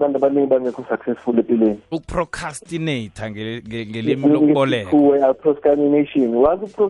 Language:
South Ndebele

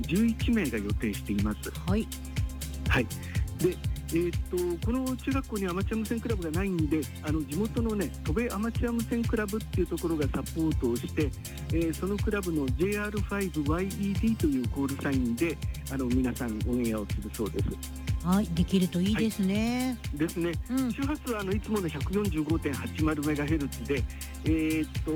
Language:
Japanese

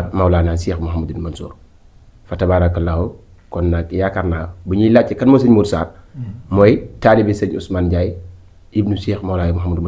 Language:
Wolof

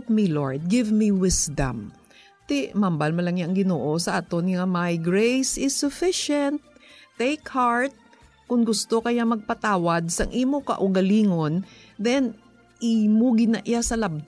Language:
Hiligaynon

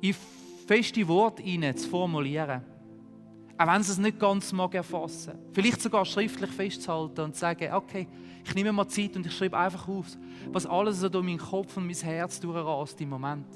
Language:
Swiss German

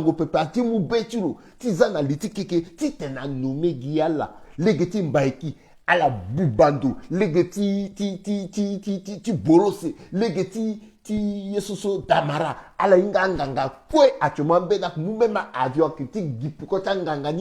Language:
Sango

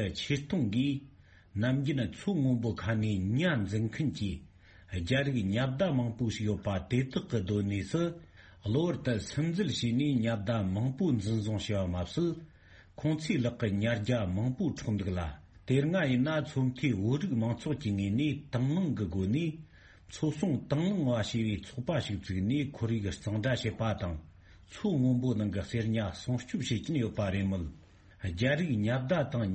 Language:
Tibetan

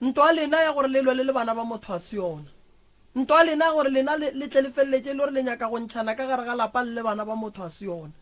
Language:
Northern Sotho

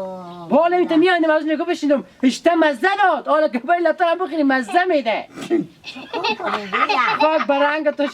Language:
Hazaragi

